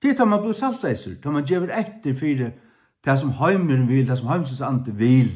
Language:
Faroese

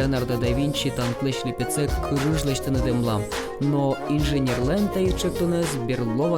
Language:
Udmurt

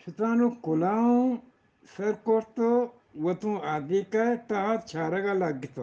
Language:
Eastern Balochi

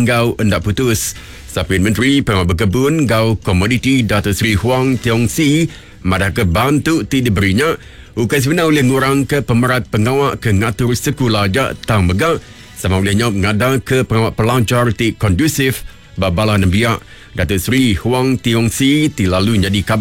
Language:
Iban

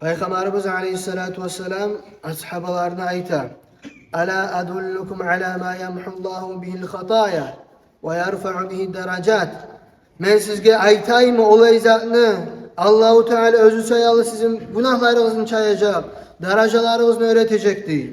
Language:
Kumyk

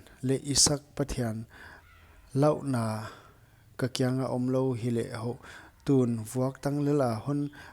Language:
Paite Chin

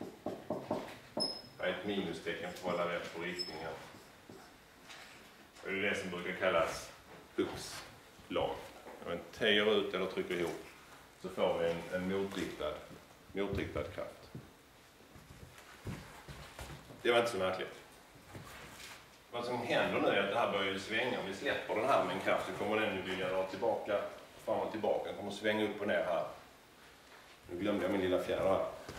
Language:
Swedish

